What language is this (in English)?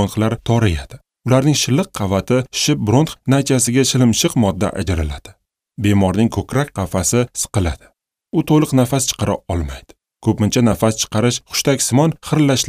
Uzbek